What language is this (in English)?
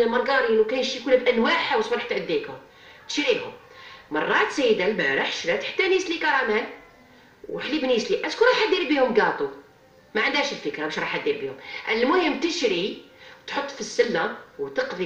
Algerian Arabic